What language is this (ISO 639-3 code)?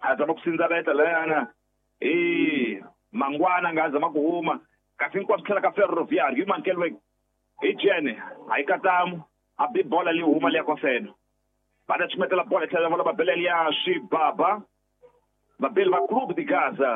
tso